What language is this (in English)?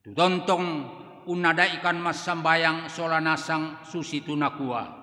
Toraja-Sa'dan